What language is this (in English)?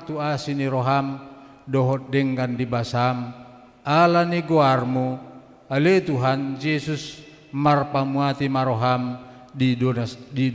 Batak Toba